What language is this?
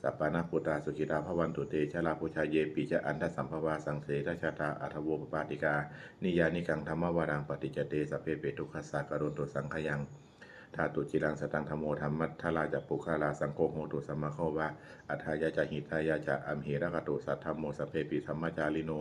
Pali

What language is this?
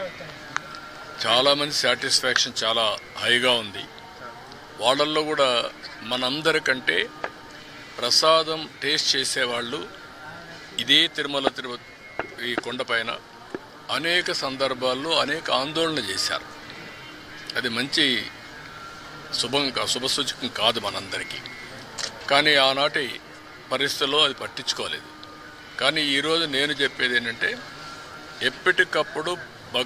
Telugu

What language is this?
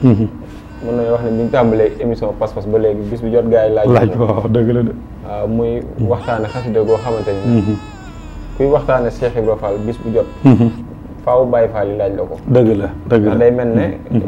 Wolof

